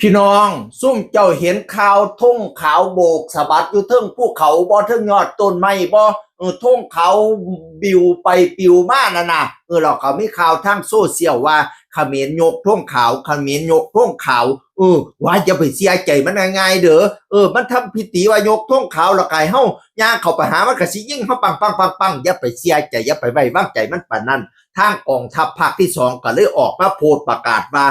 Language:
Northeastern Thai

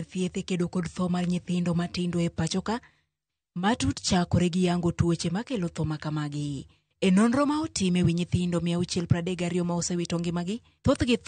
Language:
Luo (Kenya and Tanzania)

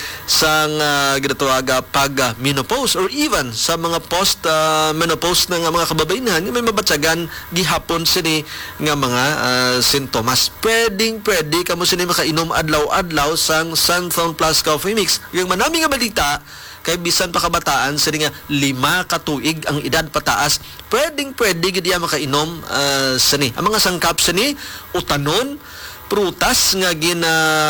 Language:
Hiligaynon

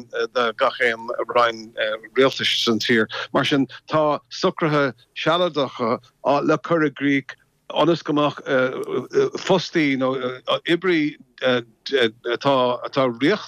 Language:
Irish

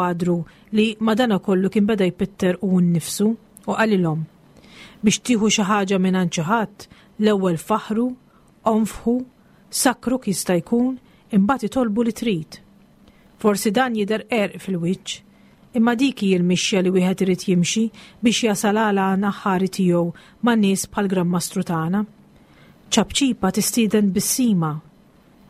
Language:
Maltese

